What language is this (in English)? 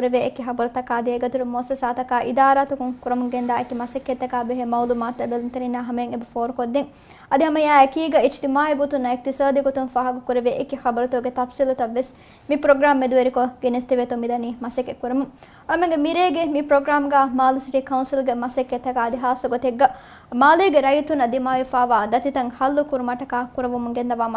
Divehi